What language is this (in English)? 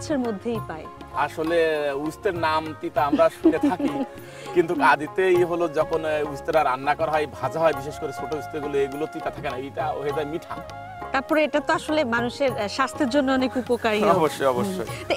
Bangla